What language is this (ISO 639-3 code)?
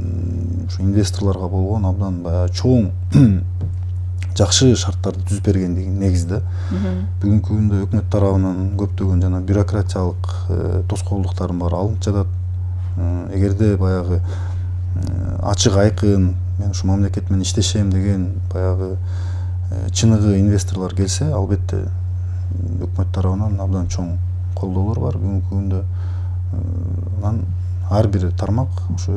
kir